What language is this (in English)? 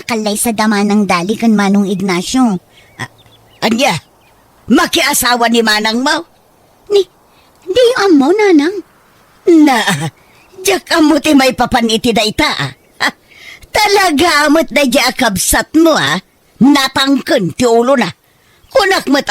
Iloko